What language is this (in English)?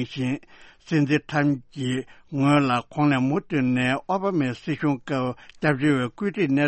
Tibetan